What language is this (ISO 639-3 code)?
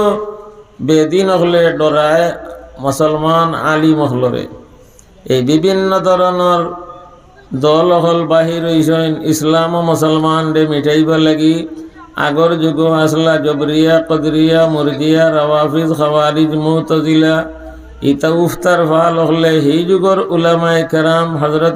syl